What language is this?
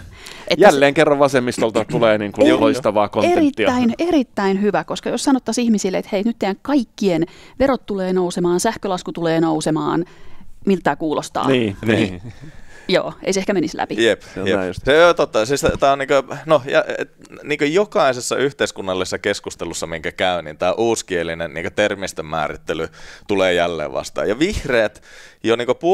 Finnish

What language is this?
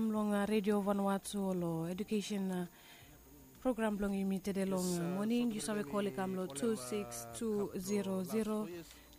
Bislama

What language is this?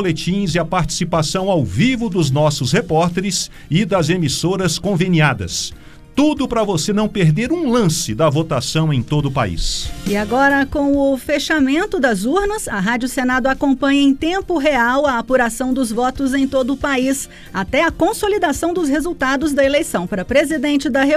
Portuguese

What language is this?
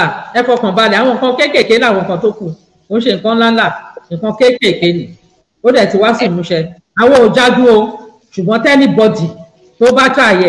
Yoruba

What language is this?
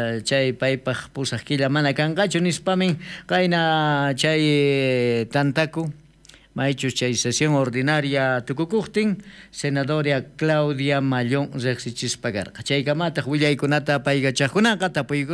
South Bolivian Quechua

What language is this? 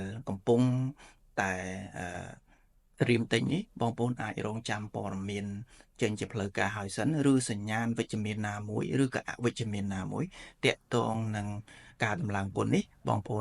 Khmer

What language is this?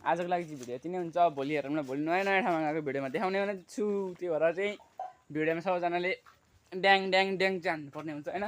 Nepali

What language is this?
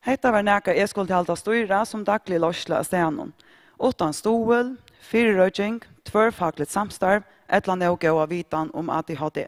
Faroese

